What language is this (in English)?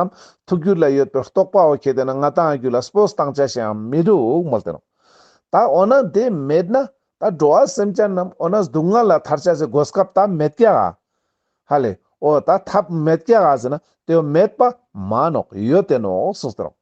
Ladakhi